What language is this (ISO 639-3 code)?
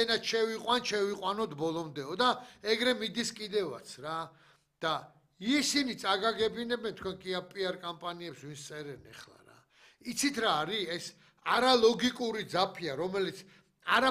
kat